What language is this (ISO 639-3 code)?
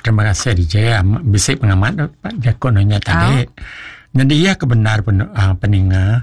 iba